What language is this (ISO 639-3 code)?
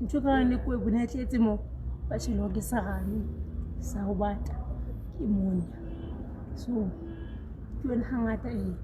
sot